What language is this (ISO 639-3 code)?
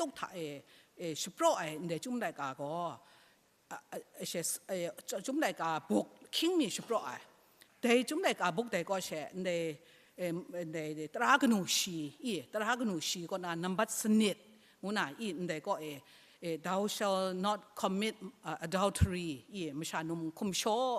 kac